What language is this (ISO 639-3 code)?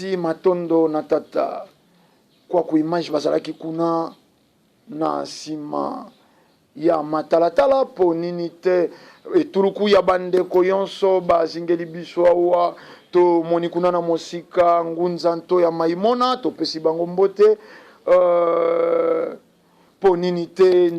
lin